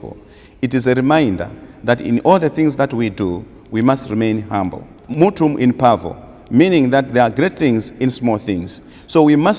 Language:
English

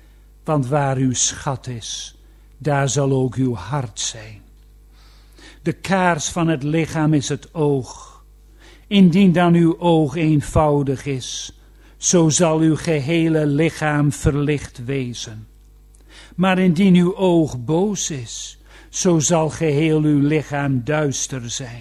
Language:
Dutch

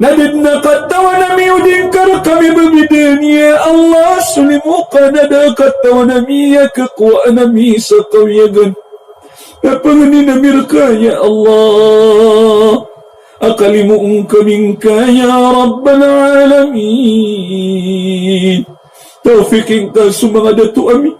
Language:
Maranao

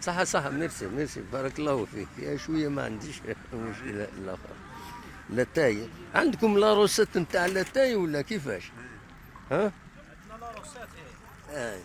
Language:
Algerian Arabic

